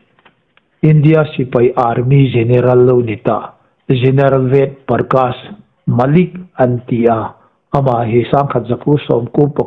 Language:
Hmar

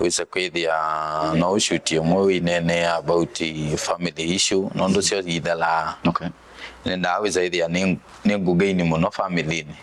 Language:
Kamba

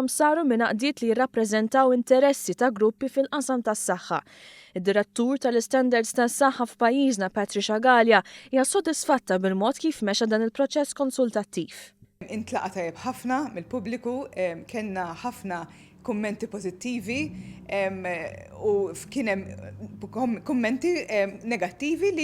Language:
Maltese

